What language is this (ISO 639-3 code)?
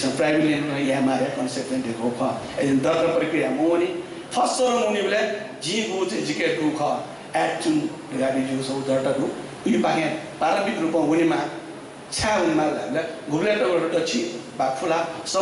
new